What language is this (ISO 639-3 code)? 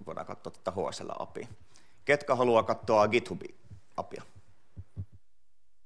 fin